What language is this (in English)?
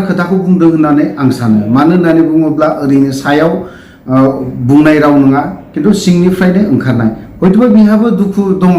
Bodo